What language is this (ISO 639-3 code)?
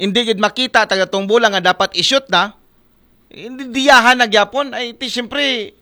akl